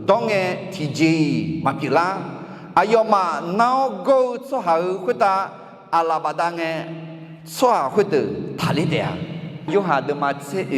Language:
Akha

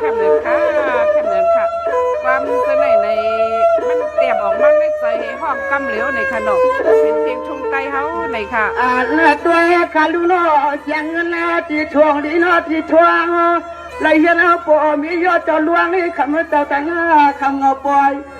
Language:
Shan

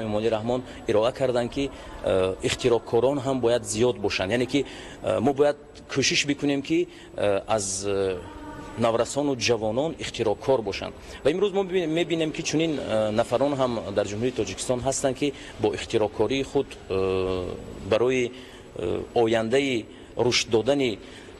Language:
Tajik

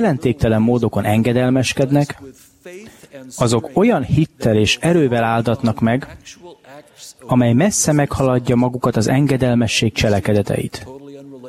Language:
Hungarian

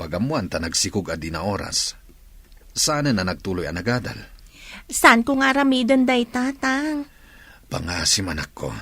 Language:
Iloko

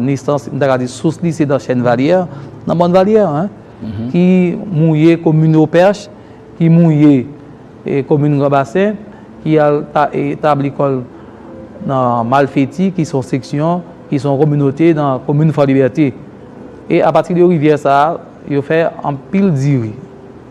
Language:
Haitian Creole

